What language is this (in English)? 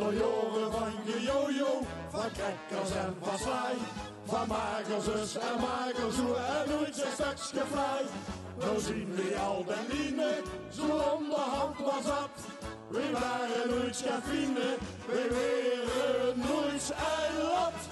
Limburgish